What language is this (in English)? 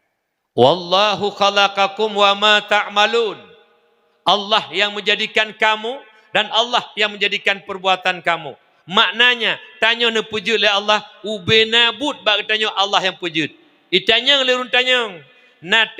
Achinese